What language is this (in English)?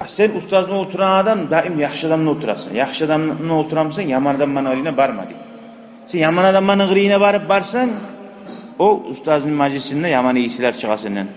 Kumyk